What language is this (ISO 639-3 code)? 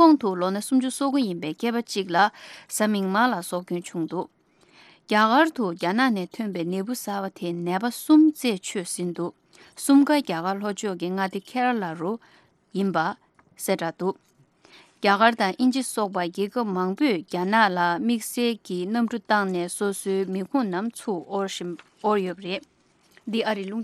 bod